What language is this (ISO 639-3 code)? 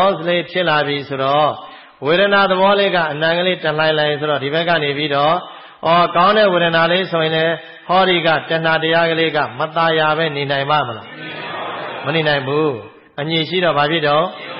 mya